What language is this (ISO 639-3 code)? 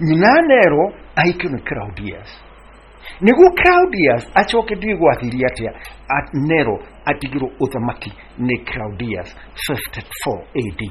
kik